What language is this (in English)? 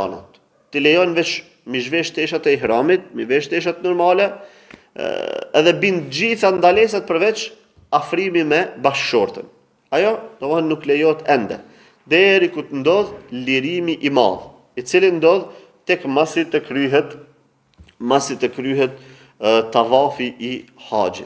Albanian